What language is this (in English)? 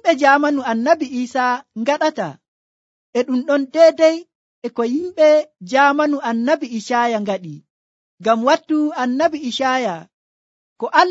Nigerian Fulfulde